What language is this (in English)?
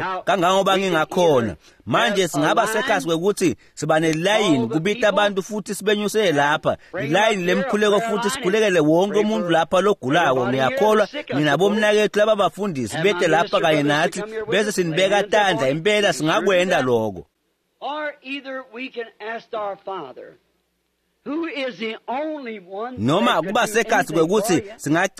Swati